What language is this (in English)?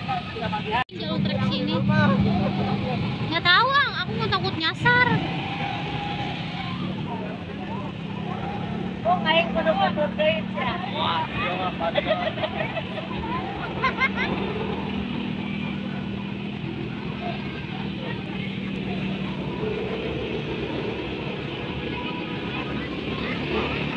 Indonesian